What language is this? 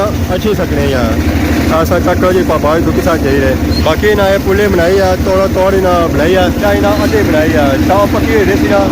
Pahari-Potwari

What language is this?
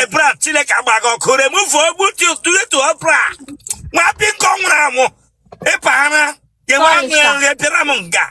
Igbo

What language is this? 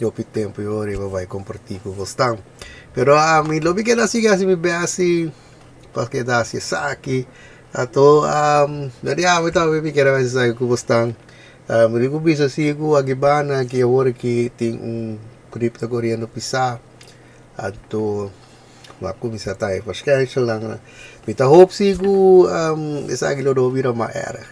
Papiamento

